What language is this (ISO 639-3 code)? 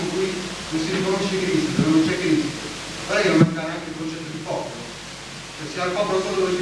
ita